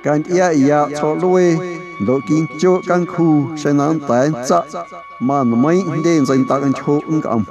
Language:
Guerrero Amuzgo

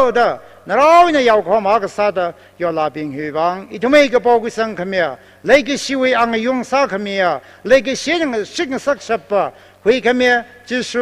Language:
Tangkhul Naga (India)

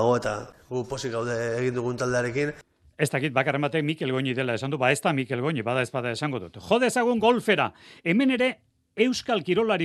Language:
Basque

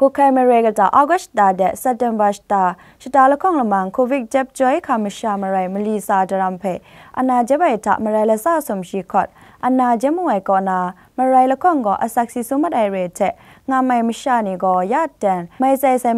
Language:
Kachin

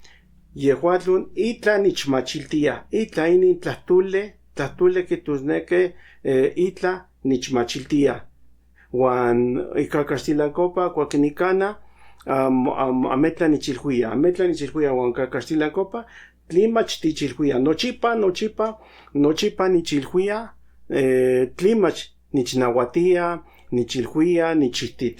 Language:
Central Nahuatl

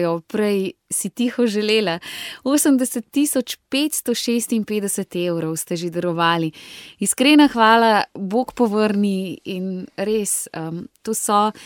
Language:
Slovenian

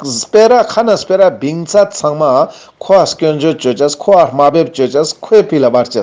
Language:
Ladakhi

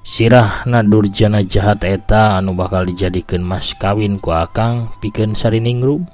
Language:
Sundanese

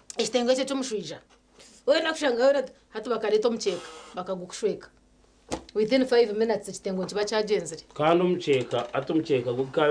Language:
Nyankole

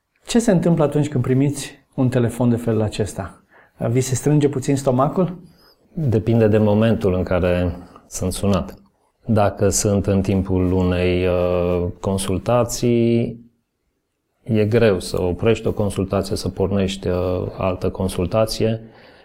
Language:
Romanian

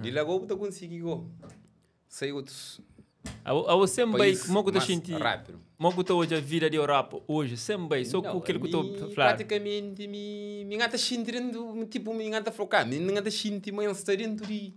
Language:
Kabuverdianu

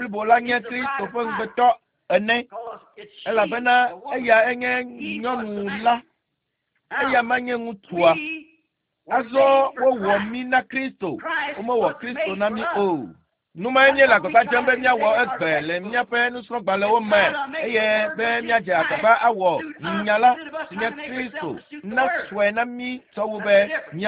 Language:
Ewe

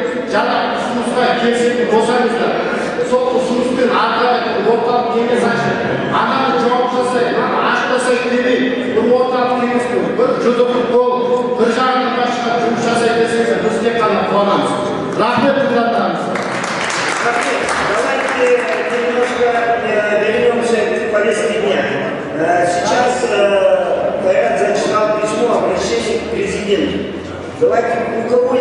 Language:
Kazakh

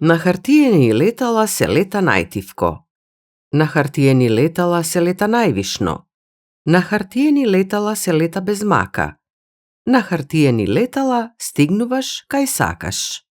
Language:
Macedonian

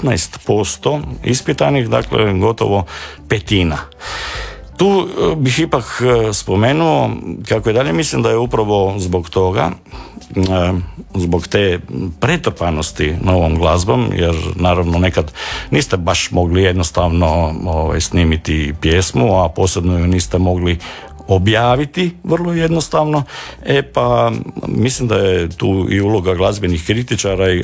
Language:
Croatian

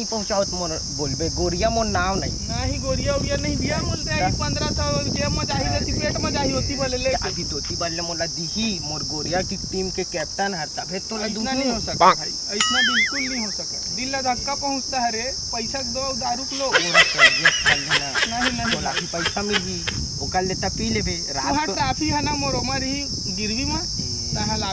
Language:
Chhattisgarhi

